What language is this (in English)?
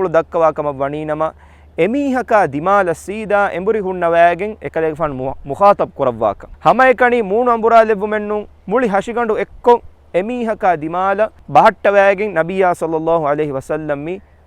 Divehi